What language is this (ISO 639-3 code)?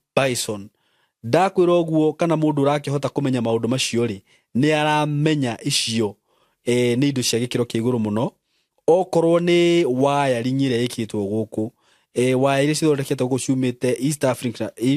kik